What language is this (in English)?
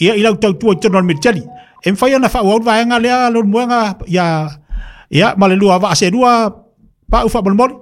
Samoan